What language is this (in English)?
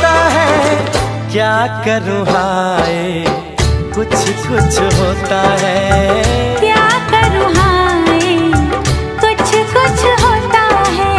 Hindi